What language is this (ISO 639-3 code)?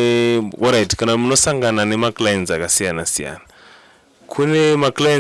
sna